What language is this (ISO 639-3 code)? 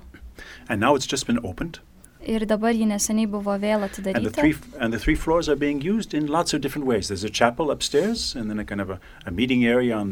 lit